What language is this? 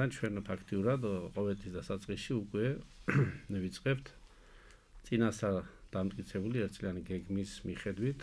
Georgian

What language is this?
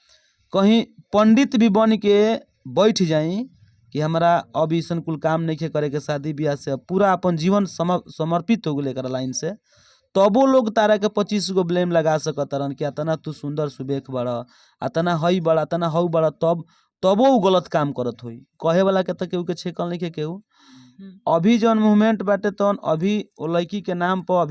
Bhojpuri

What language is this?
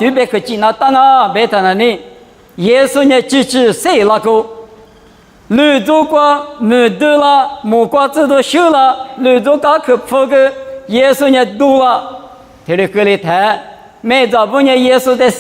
Lisu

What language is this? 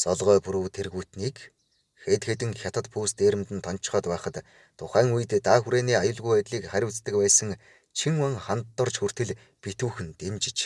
Mongolian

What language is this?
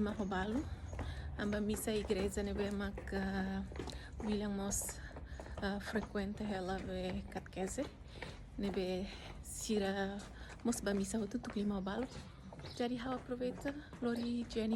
Tetum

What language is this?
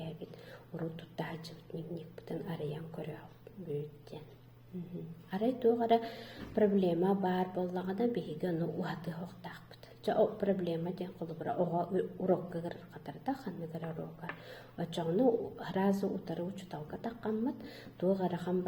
Yakut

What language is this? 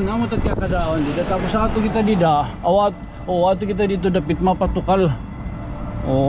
Waray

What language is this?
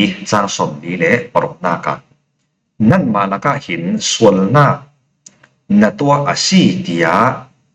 Falam Chin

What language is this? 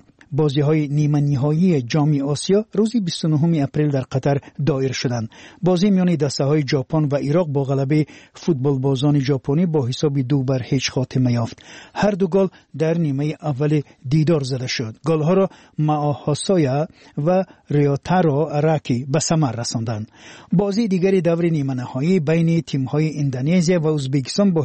Persian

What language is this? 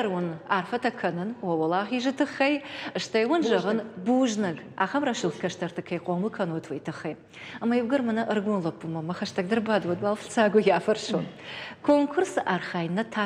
Ossetic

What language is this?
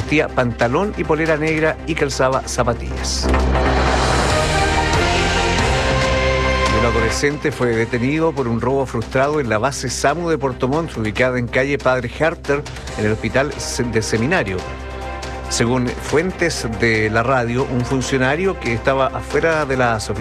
Spanish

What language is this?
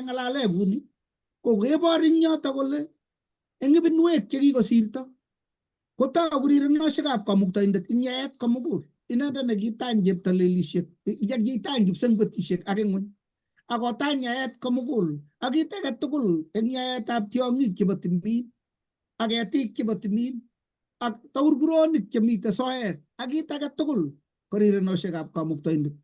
Kalenjin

